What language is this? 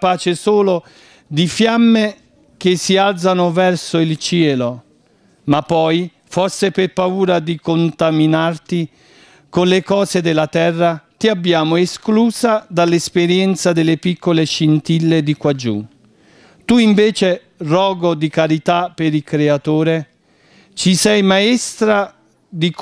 Italian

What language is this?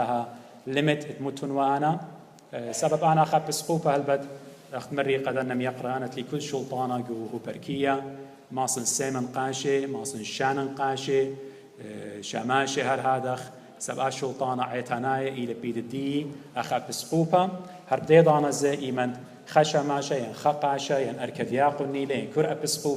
Assyrian Neo-Aramaic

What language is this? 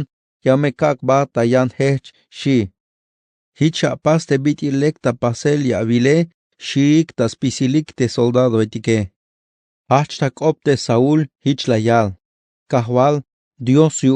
Tzeltal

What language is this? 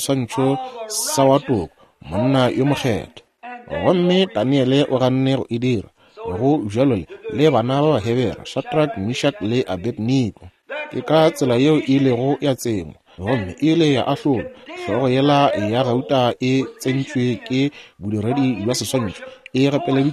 Northern Sotho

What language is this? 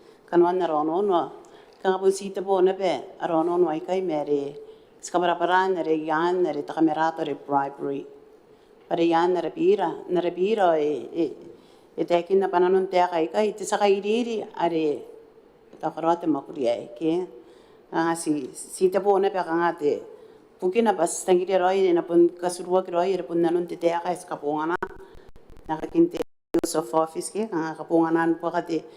Gilbertese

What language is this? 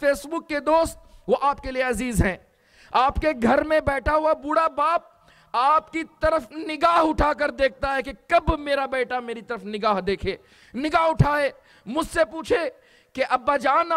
Urdu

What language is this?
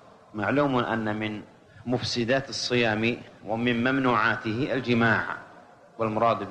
Arabic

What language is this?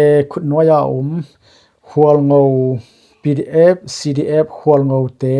Tedim Chin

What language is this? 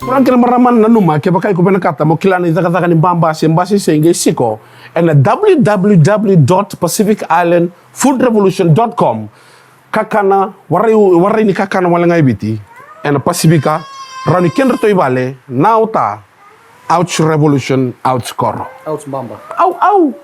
Fijian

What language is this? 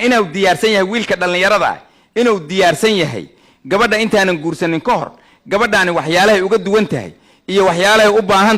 Somali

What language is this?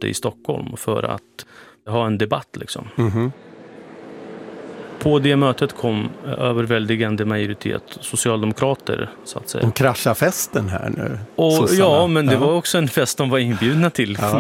Swedish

